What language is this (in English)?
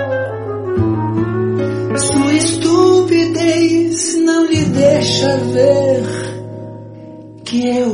Portuguese